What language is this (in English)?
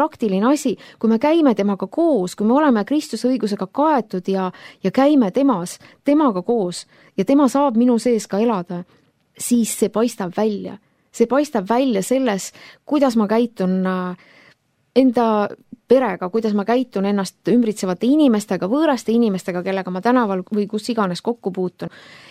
Estonian